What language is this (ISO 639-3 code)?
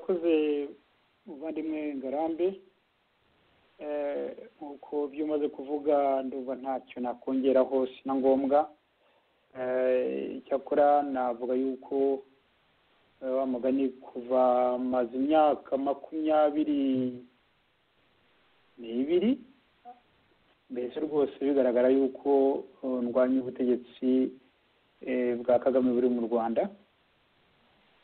kin